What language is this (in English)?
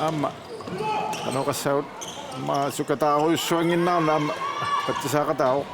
Kalaallisut